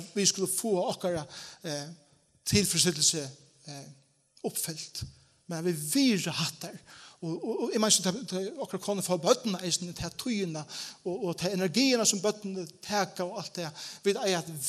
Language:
Faroese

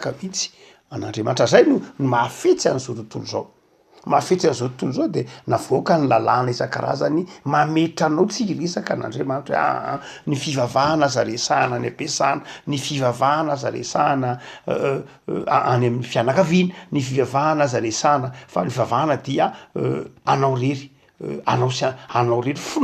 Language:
Malagasy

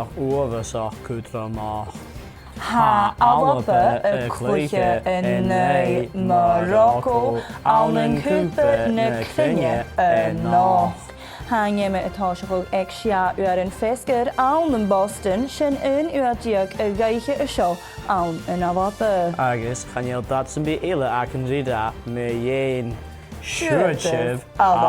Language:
Scottish Gaelic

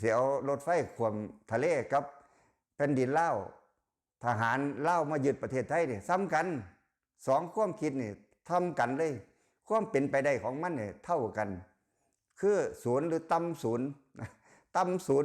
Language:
Lao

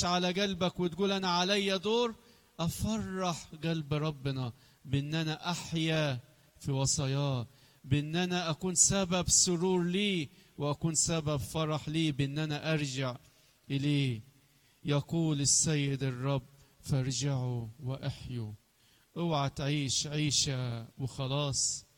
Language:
Egyptian Arabic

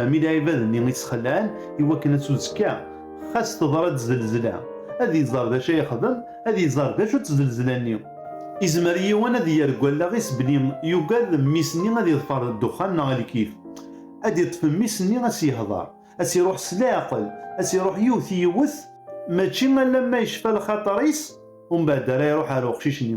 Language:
Kabyle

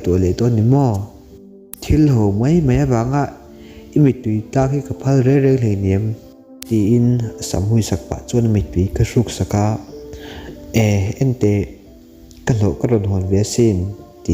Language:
Mizo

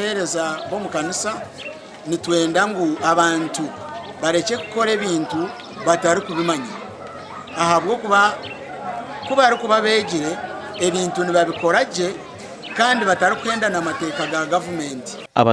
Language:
Nyankole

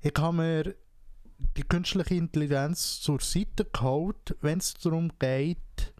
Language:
Swiss German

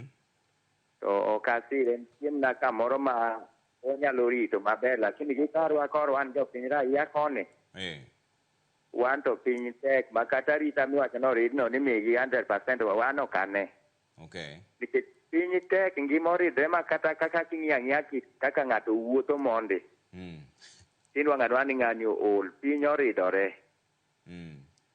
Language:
Luo (Kenya and Tanzania)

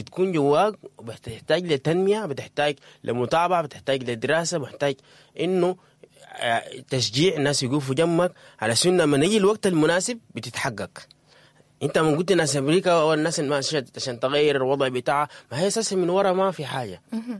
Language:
Sudanese Arabic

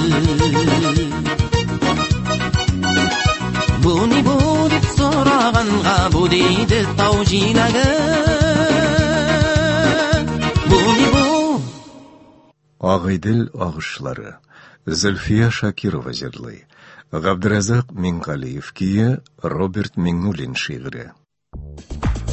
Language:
Tatar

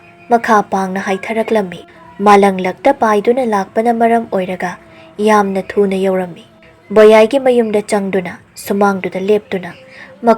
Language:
Manipuri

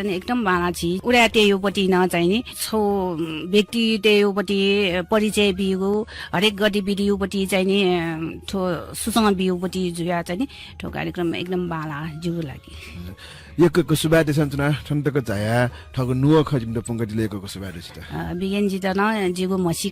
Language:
Newari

